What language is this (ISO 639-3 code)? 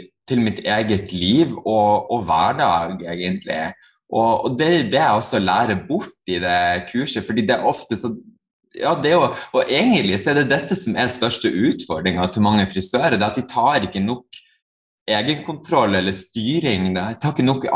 nor